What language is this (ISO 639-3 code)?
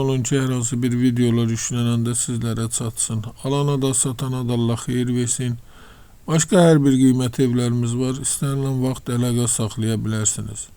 aze